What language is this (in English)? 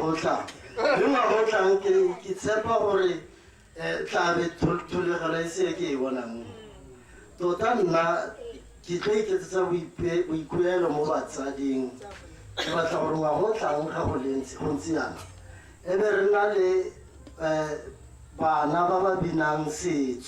Tswana